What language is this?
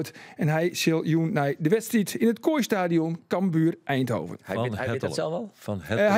Western Frisian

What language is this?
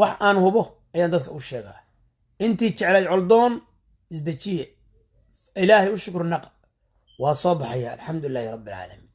Somali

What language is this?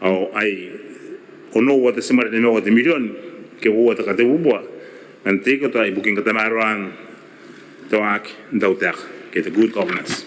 Gilbertese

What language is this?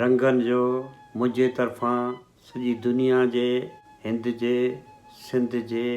Sindhi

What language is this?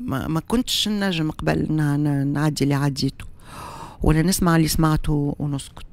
Tunisian Arabic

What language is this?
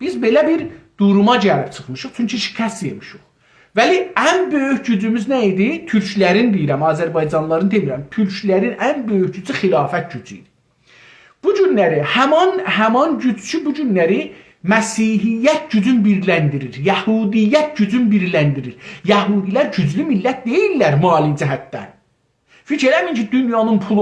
South Azerbaijani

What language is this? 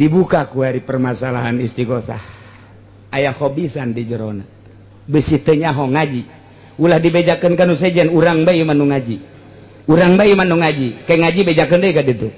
Sundanese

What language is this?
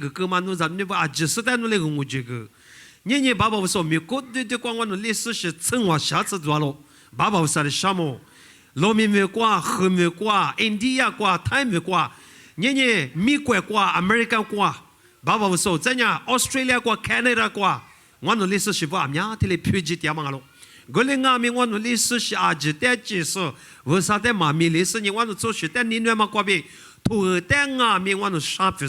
Lisu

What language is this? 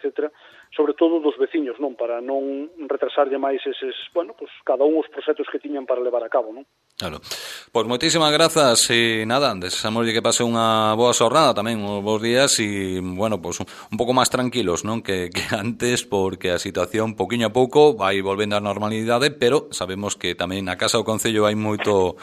Galician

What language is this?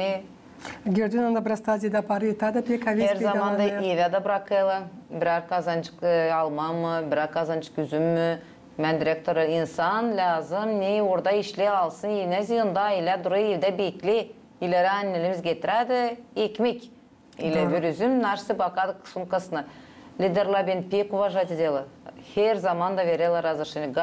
Gagauz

